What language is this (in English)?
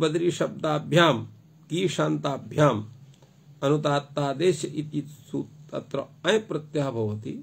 Sanskrit